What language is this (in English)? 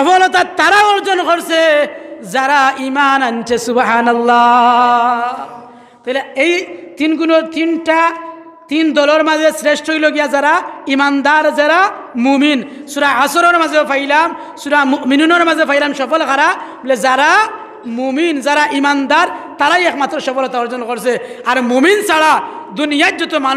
Sylheti